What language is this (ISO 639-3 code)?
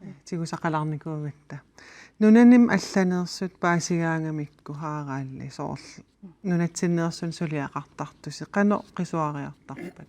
kal